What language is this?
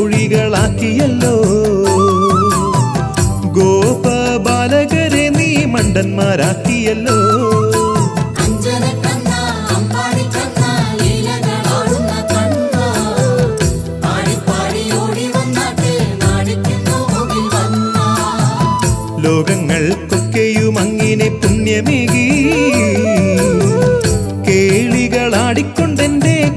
Malayalam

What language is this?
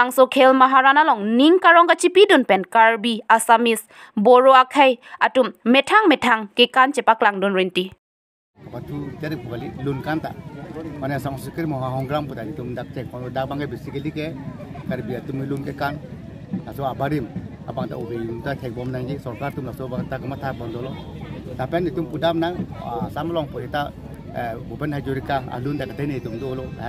Karbi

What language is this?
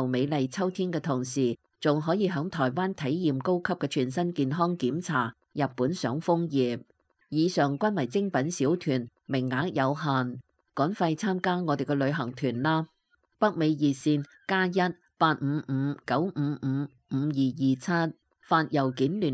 Cantonese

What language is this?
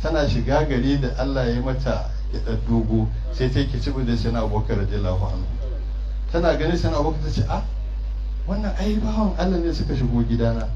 Hausa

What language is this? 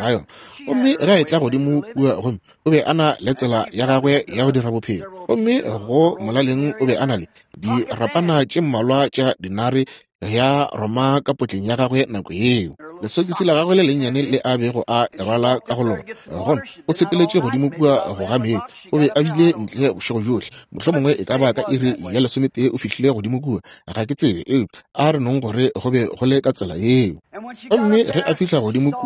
Northern Sotho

